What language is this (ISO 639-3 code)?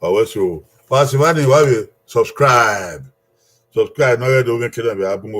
bin